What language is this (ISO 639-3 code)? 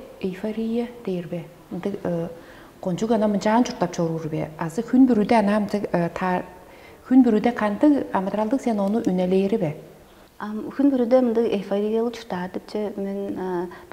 tyv